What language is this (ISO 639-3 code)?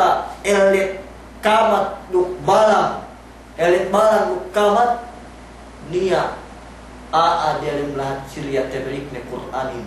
yka